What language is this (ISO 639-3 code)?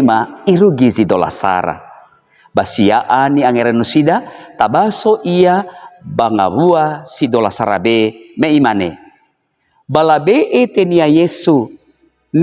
nia